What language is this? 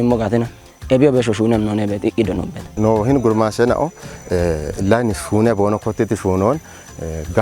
Kafa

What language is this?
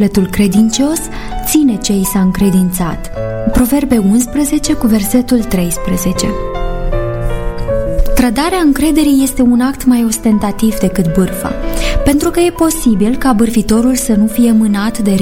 Romanian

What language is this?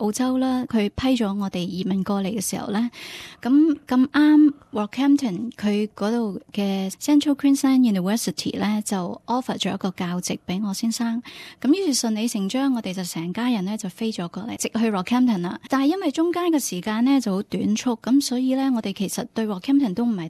Cantonese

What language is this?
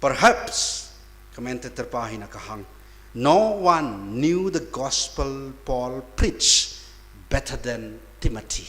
Tangkhul Naga (India)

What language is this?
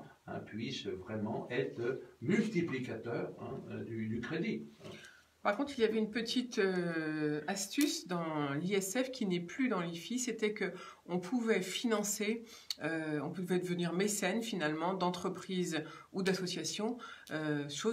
French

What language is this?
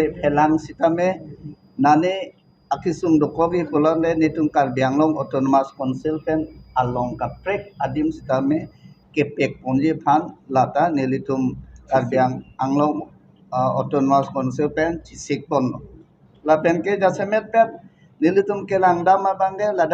Karbi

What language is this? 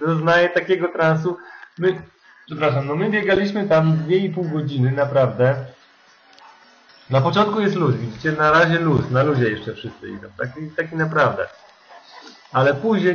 Polish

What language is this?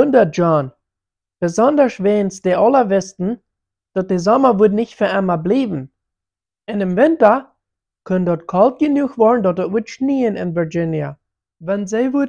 Plautdietsch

